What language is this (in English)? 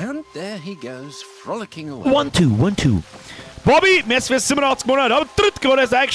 Bavarian